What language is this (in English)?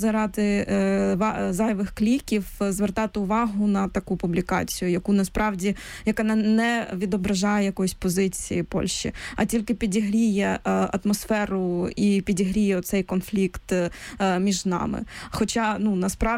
Ukrainian